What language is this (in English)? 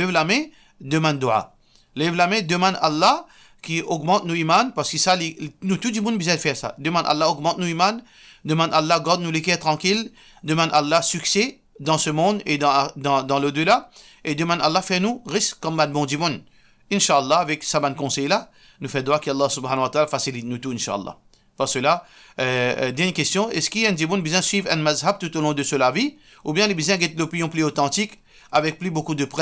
Morisyen